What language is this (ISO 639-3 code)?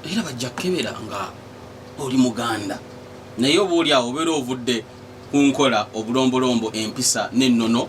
lug